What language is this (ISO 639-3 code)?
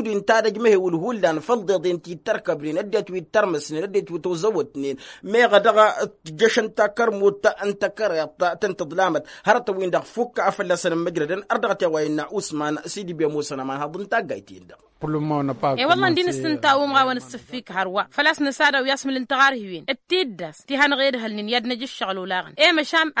taq